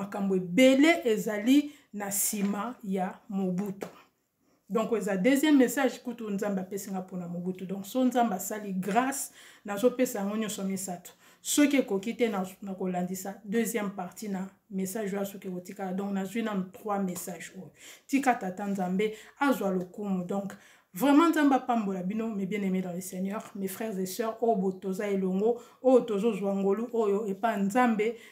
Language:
Lingala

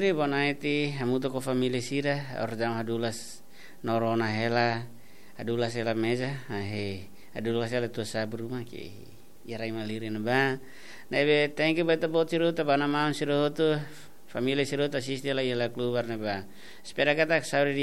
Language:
Tetum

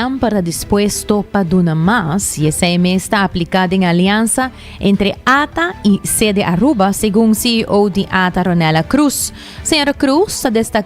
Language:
Papiamento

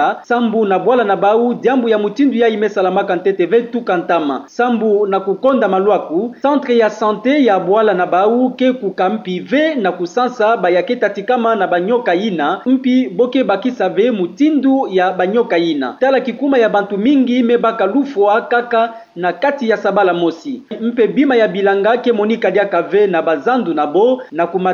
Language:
Kituba (Democratic Republic of Congo)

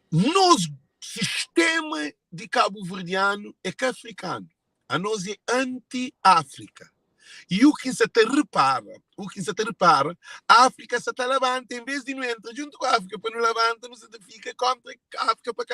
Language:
Kabuverdianu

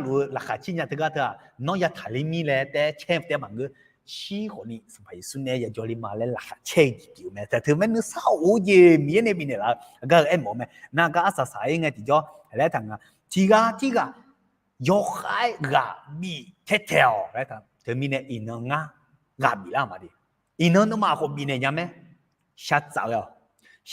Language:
Akha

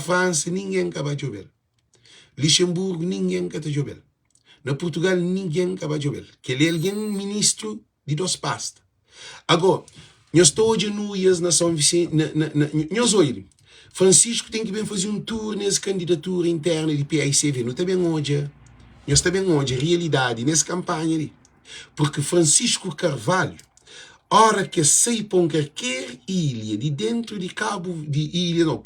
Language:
Kabuverdianu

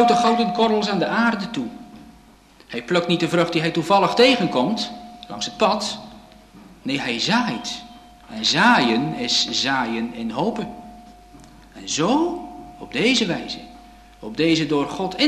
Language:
Dutch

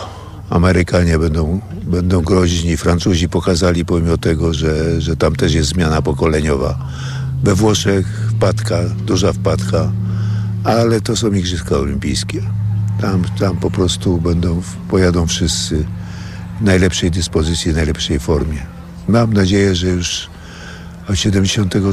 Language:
Polish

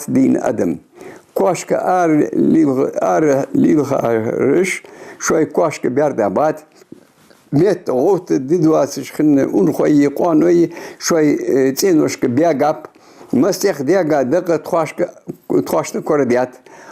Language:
Ingush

